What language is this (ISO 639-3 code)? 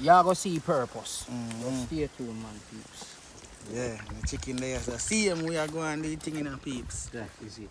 jam